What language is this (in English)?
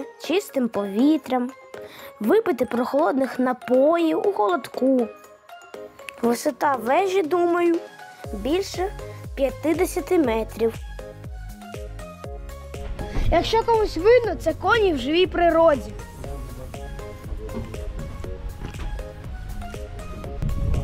Ukrainian